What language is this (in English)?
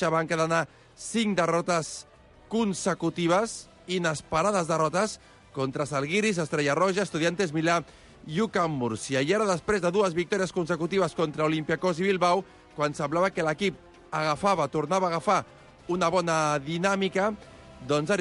Catalan